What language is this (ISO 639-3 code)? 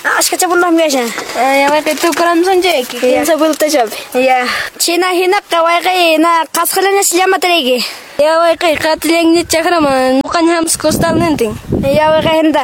que